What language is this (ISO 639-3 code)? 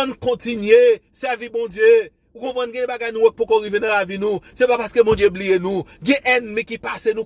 hat